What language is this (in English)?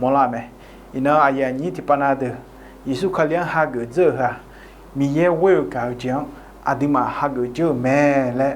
Akha